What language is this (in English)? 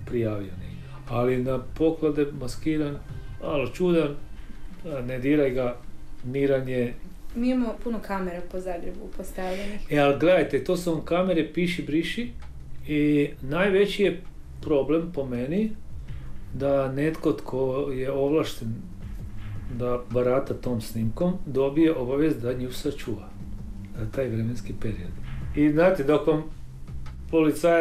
Croatian